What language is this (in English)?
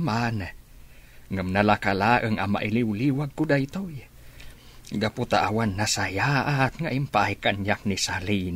Iloko